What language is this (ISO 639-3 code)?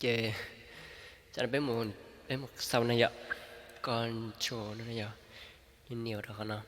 hmn